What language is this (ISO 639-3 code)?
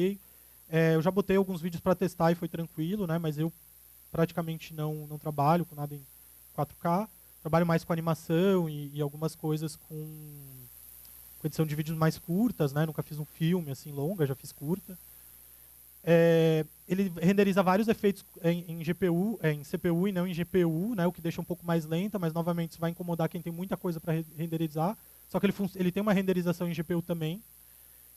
por